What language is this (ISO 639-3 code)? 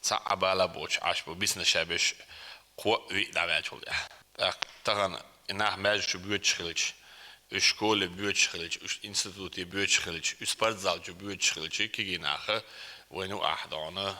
che